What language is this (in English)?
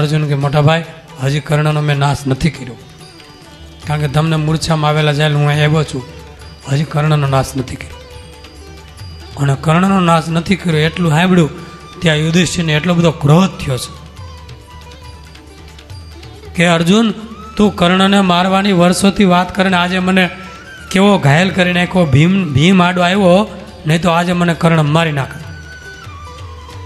Gujarati